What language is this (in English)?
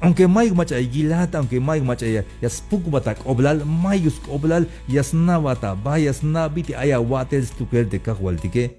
Tzeltal